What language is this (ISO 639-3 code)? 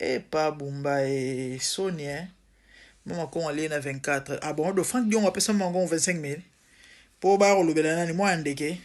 lin